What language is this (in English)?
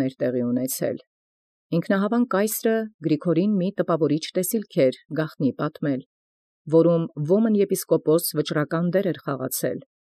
Armenian